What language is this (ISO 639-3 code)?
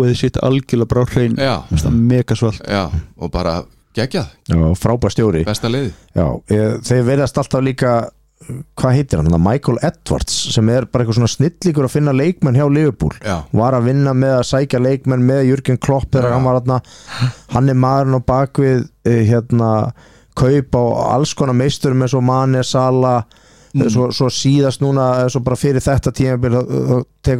isl